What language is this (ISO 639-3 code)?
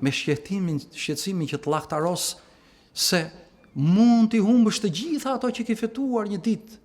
sqi